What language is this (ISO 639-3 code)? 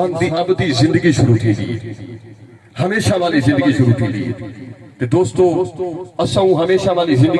skr